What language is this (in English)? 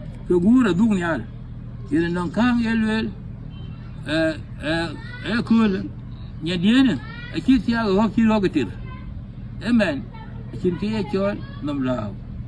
Dinka